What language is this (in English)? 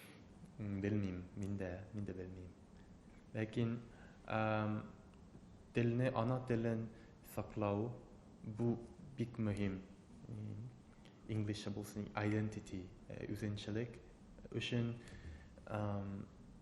Tatar